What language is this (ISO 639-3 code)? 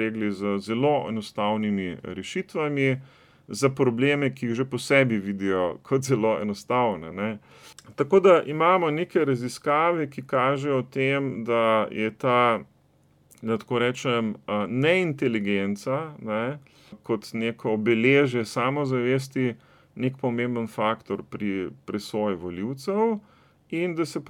slv